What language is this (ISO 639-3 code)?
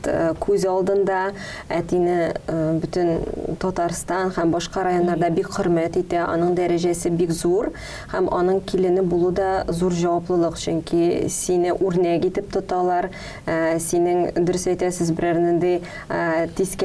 tat